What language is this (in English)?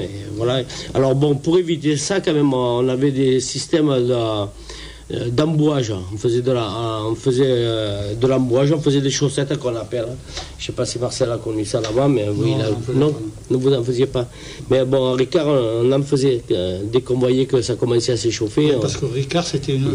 French